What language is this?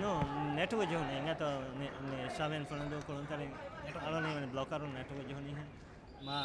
Divehi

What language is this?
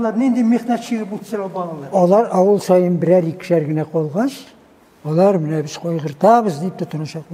Tatar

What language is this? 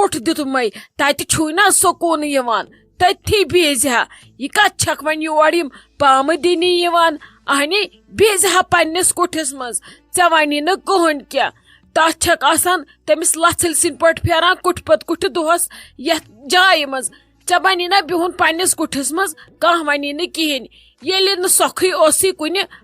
Kashmiri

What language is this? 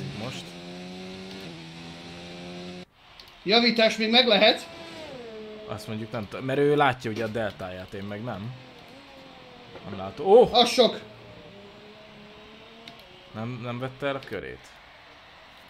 Hungarian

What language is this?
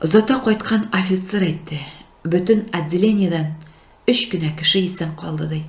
Tatar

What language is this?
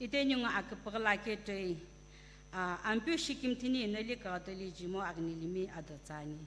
Sumi Naga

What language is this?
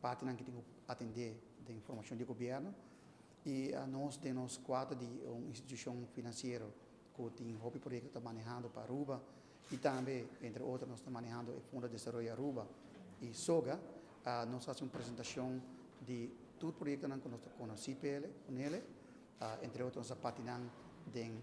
Papiamento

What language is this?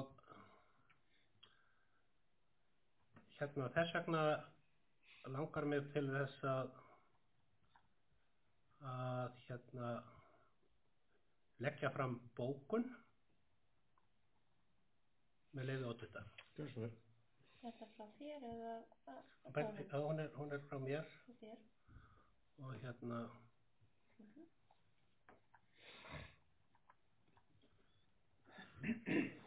Icelandic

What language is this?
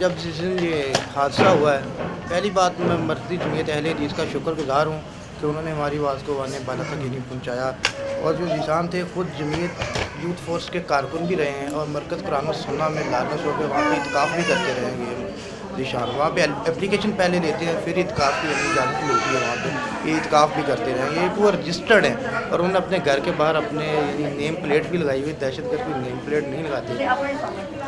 Urdu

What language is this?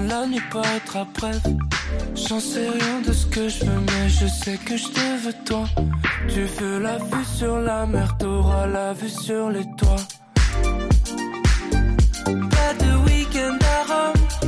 French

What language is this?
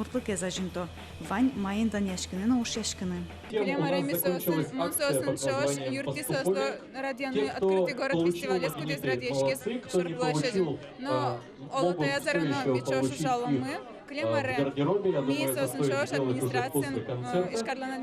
Udmurt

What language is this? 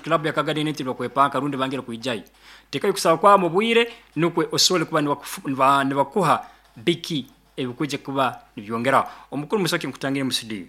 Nyankole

